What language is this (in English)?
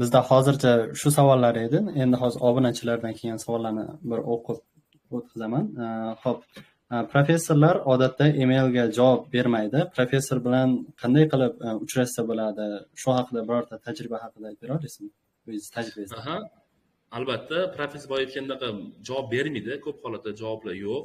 Uzbek